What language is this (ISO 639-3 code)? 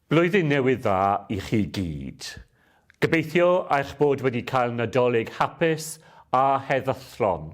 cym